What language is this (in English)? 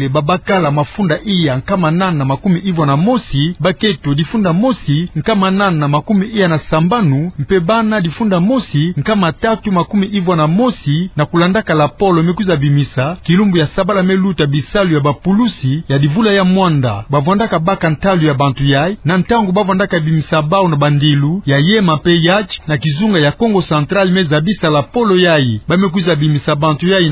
Kituba (Democratic Republic of Congo)